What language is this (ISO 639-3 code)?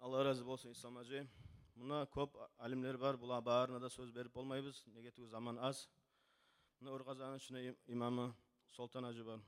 kum